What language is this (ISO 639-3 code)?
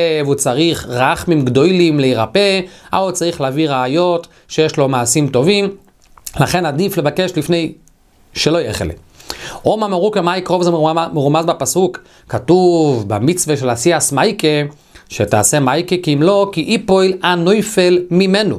heb